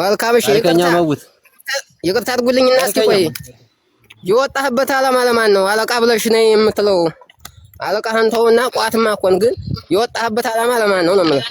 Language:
Amharic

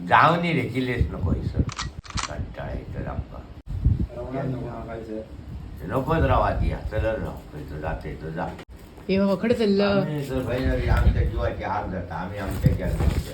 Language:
Konkani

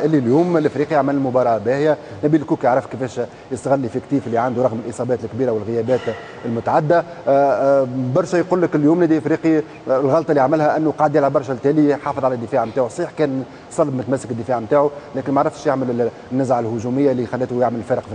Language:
Tunisian Arabic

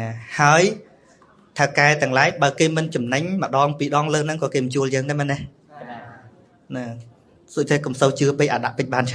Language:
Khmer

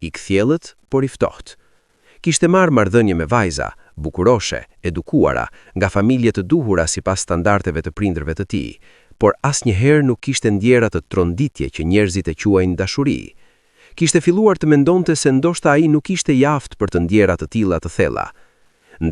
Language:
Albanian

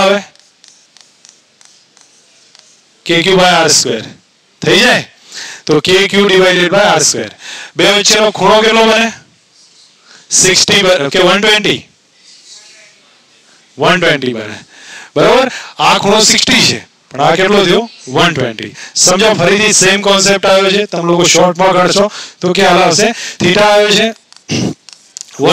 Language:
Gujarati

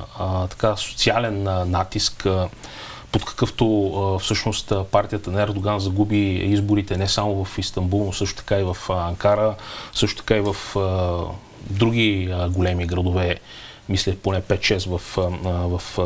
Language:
Bulgarian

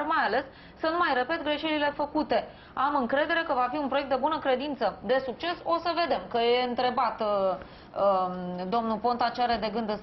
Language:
Romanian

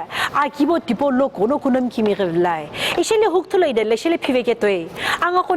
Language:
Sumi Naga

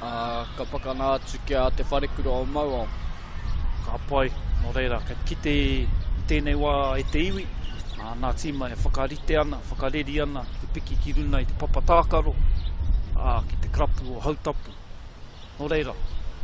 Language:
Māori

